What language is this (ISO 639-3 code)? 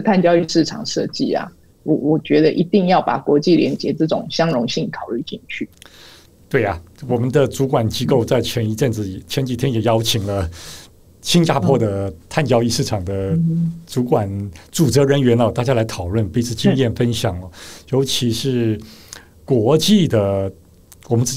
zho